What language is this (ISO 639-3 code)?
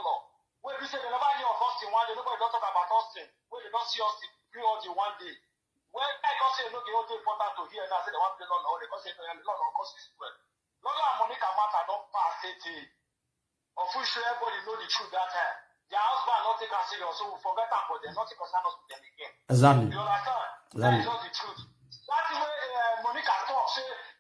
pcm